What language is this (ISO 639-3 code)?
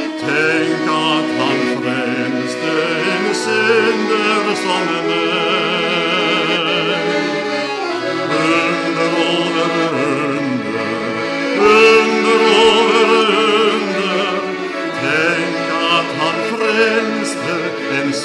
nor